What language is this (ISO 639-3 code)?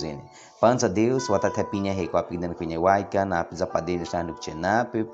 bwi